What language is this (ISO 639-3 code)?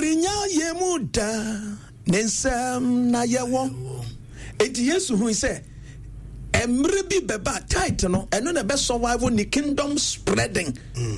aka